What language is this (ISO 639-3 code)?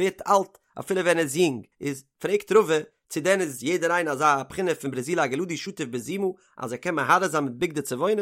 yid